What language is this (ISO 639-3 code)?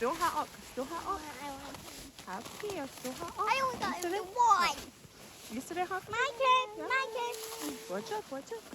moh